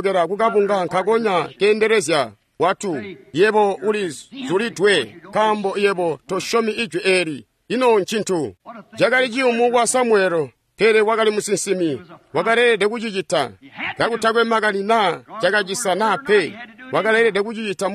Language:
Tonga (Zambia)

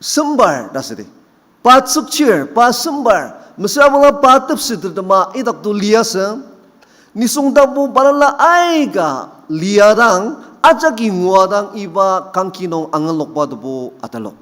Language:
Ao Naga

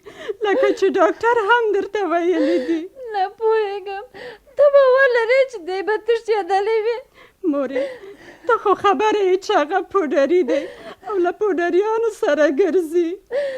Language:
Pashto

